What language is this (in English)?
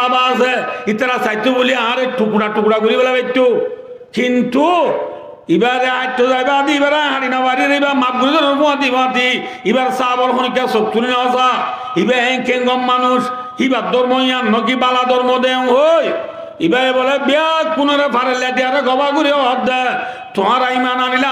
Rohingya